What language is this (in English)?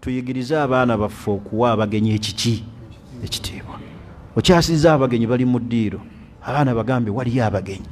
Ganda